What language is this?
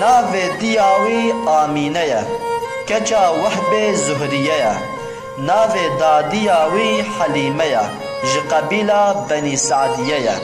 Kurdish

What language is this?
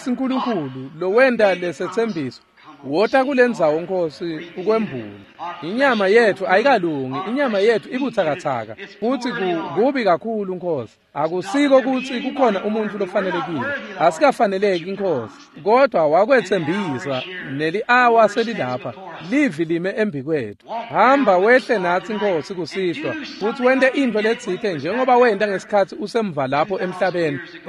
Swati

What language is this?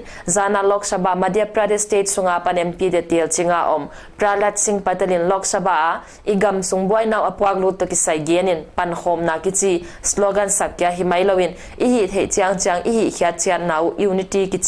Paite Chin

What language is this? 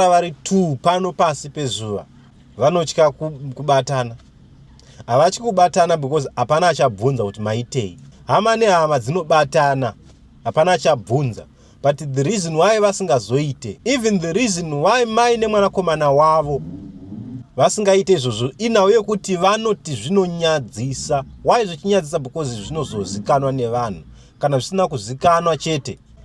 Shona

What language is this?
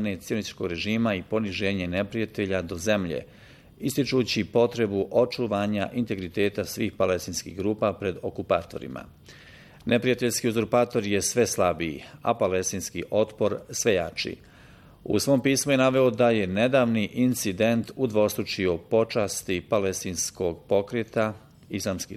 Bosnian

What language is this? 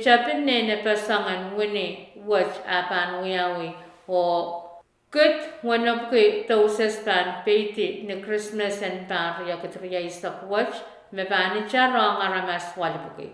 Pohnpeian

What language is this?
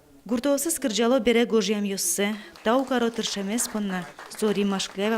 Udmurt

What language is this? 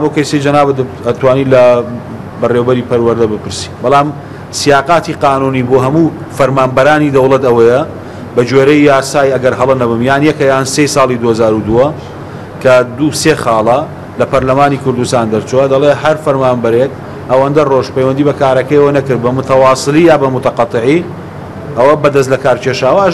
Central Kurdish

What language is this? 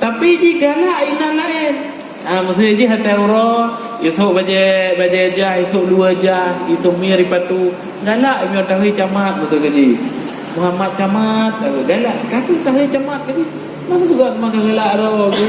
Achinese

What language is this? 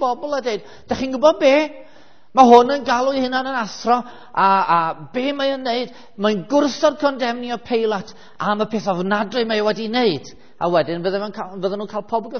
Welsh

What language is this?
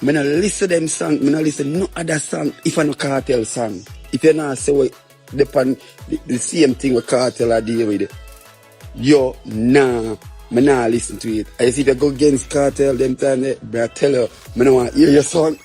Jamaican Creole English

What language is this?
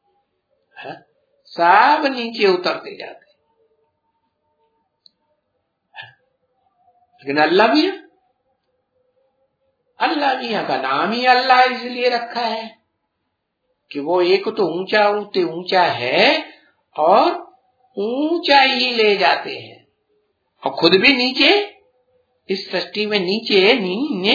Hindi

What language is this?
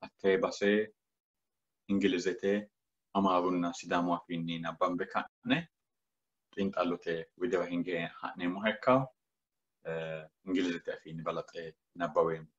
Sidamo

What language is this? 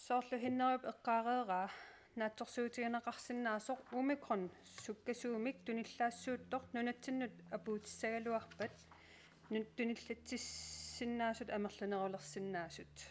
Kalaallisut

